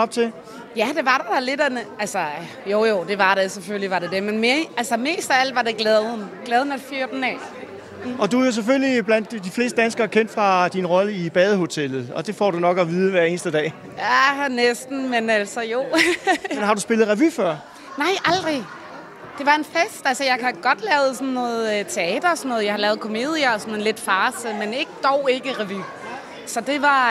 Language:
Danish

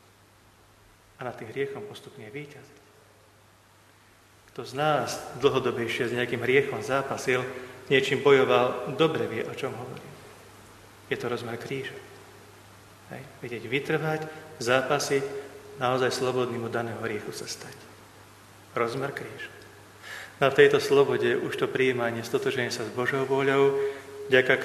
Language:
Slovak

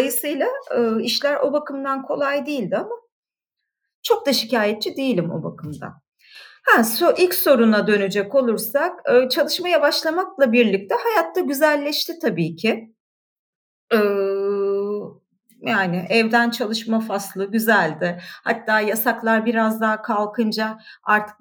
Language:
Turkish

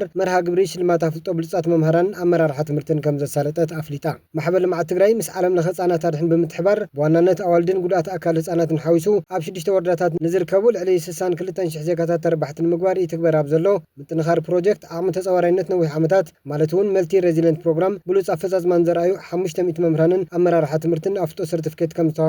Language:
Tigrinya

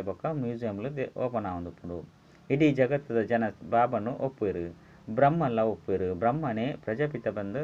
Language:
Tulu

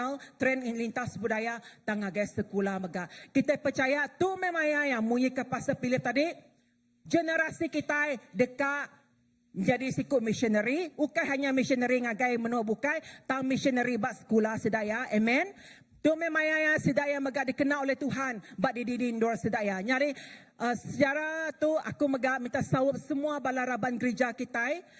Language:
Iban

